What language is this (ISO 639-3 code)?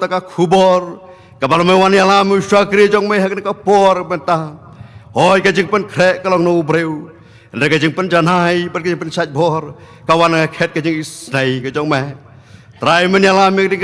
kha